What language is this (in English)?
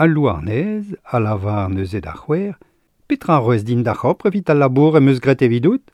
Breton